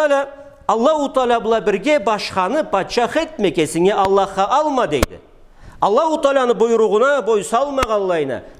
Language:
Karachay-Balkar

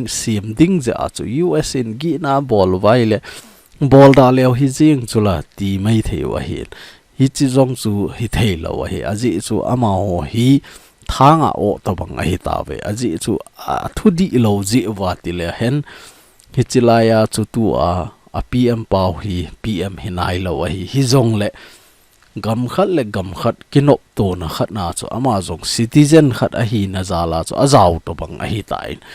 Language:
Thado Chin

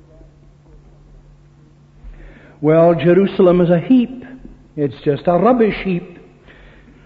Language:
English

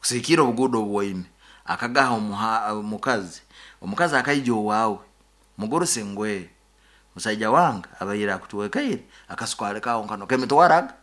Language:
Nyoro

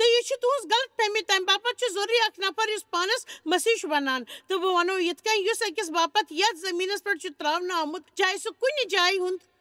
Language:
Kashmiri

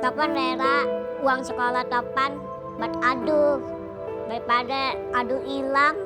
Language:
Betawi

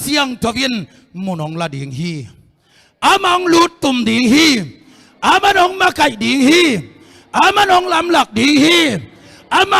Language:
Tedim Chin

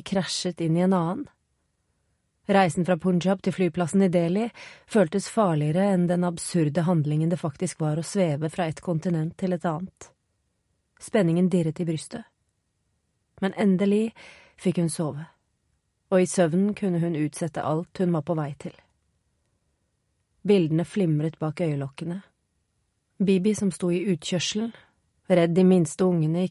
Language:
Norwegian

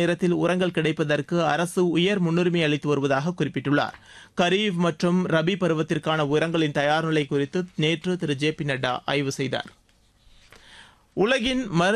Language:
Tamil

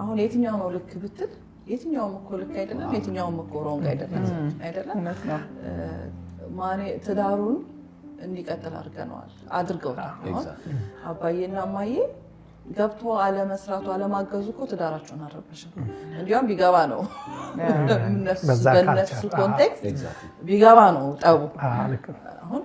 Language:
Amharic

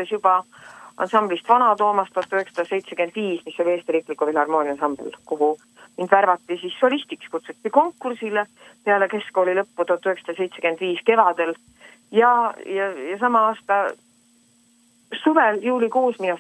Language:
Estonian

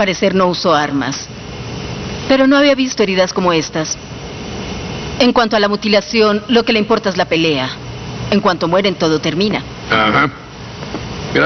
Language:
Spanish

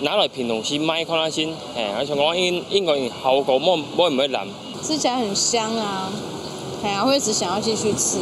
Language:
Hakka Chinese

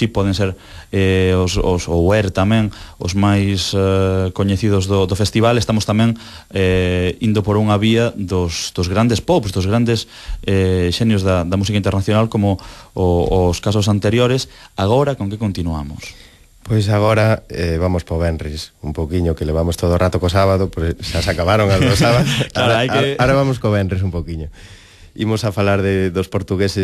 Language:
Galician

